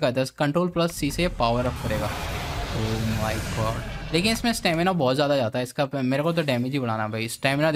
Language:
Hindi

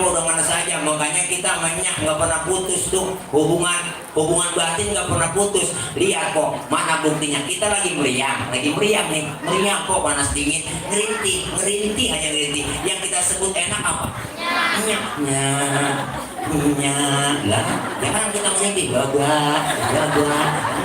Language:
Betawi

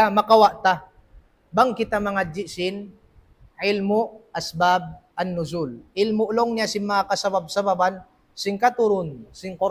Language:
Tausug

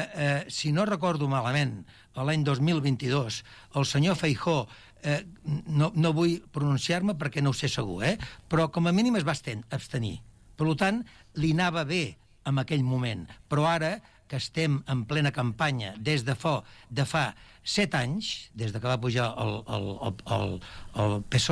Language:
Catalan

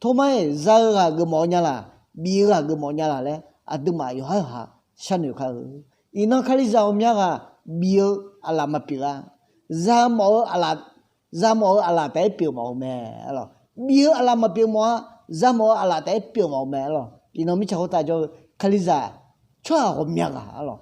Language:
Akha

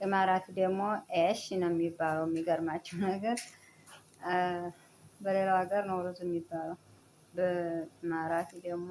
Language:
Amharic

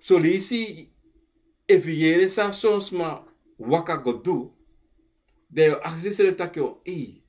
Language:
Sranan Tongo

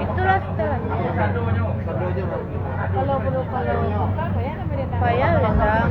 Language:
Minangkabau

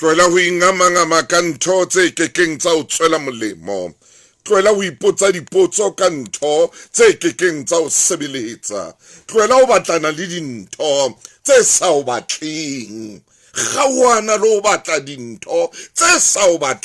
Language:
Southern Sotho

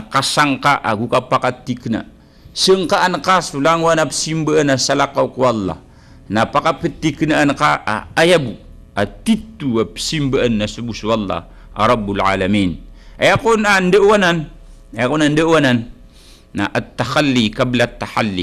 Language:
Maranao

